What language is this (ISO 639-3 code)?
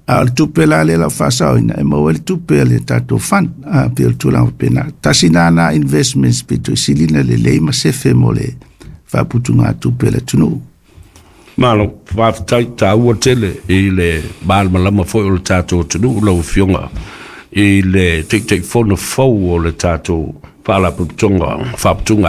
smo